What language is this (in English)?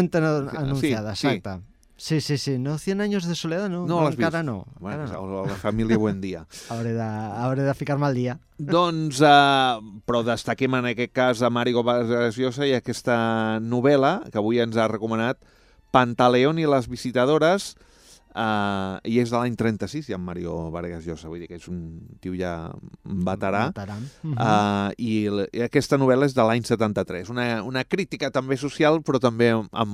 Catalan